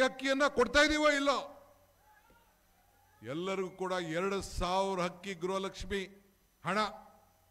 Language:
Kannada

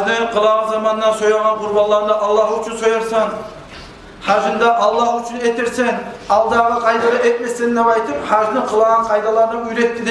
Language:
Kumyk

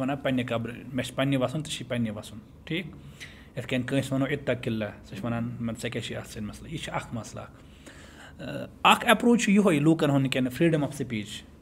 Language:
Kashmiri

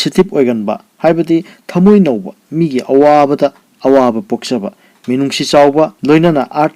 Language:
Manipuri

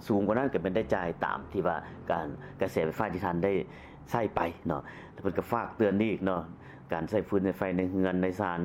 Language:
Lao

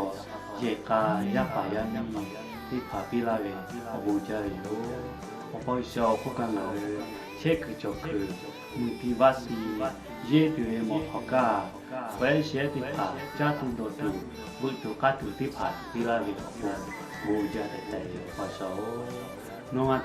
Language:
Lahu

